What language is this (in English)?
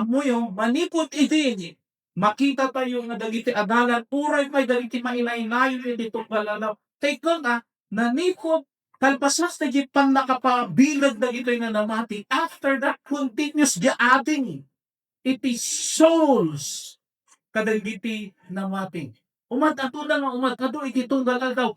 Iloko